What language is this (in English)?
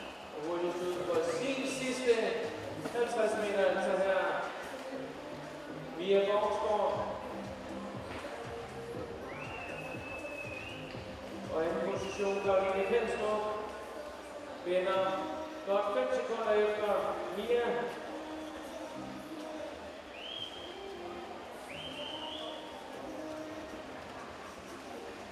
Danish